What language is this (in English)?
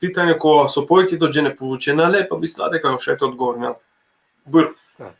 Balkan Romani